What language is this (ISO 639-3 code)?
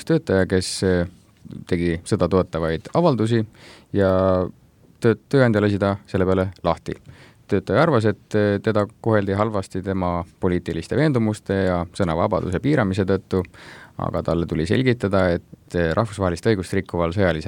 est